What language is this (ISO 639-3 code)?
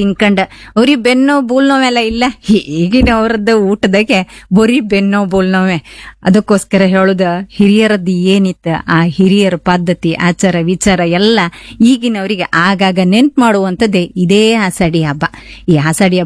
kan